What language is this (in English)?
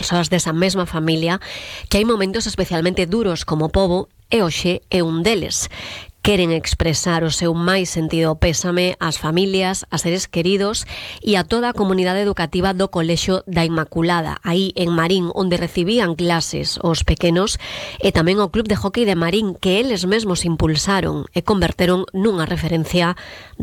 Galician